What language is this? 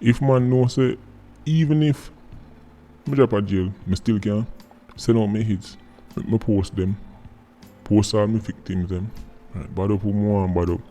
Jamaican Creole English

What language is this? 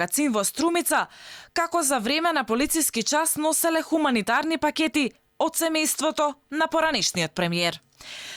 Macedonian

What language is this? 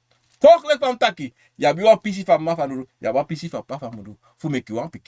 Sranan Tongo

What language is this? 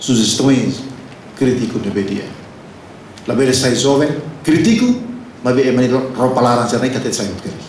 Tetum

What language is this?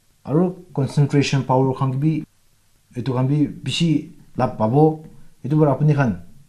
Naga Pidgin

